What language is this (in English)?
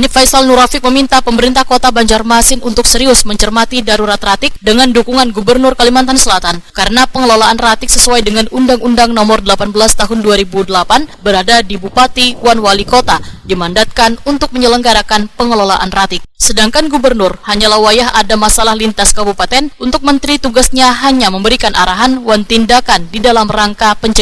Banjar